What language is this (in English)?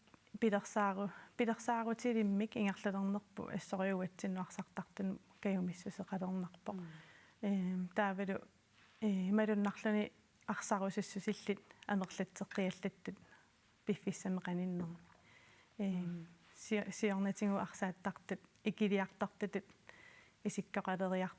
Kalaallisut